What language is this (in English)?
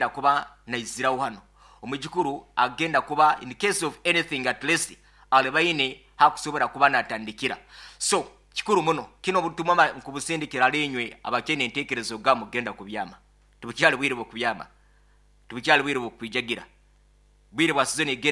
Nyoro